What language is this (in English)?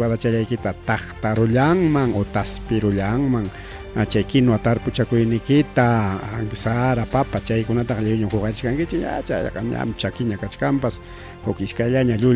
Ayacucho Quechua